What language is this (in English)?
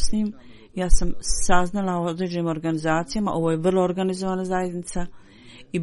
Bosnian